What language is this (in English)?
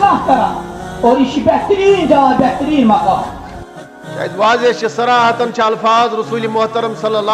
Kashmiri